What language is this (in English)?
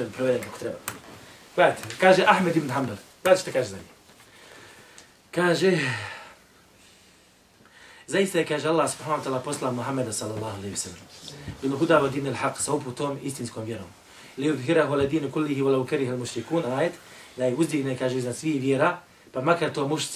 Bosnian